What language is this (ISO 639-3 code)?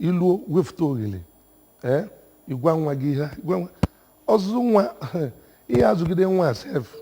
ibo